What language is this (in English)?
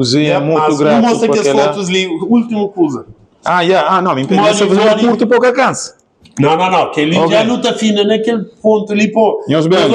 Kabuverdianu